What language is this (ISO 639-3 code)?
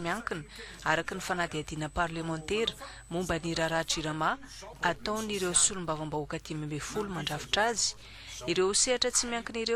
mlg